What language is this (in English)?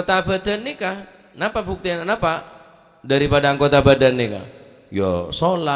Madurese